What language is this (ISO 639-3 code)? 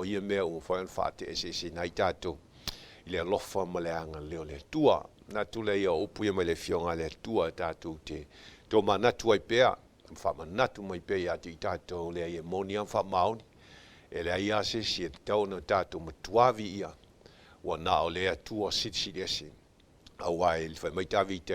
smo